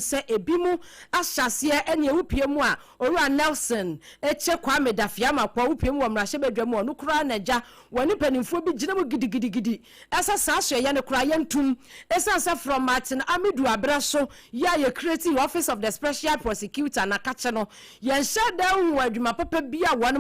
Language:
Akan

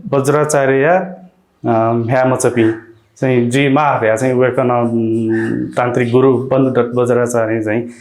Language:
Newari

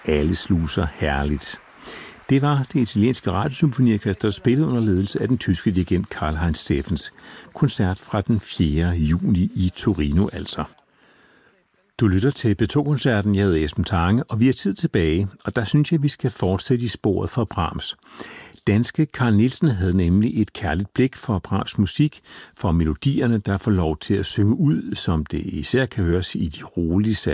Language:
Danish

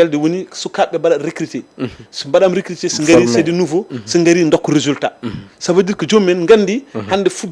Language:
Fula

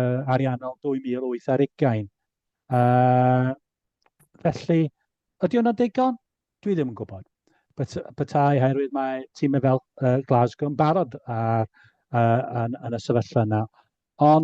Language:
Welsh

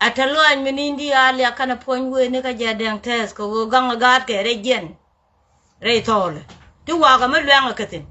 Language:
Nuer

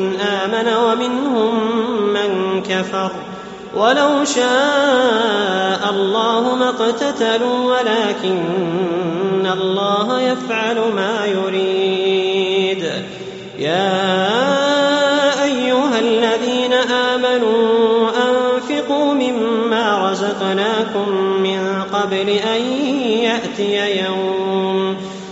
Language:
Arabic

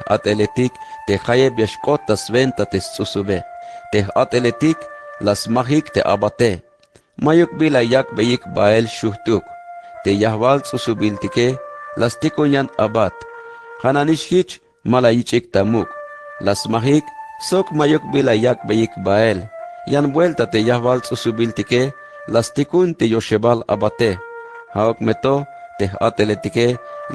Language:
Tzeltal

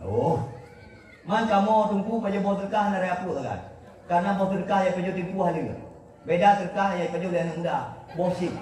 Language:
Achinese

